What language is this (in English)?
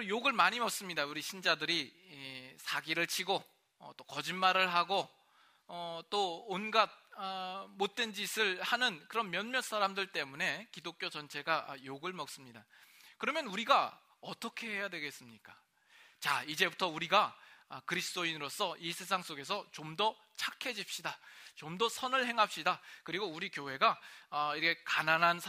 Korean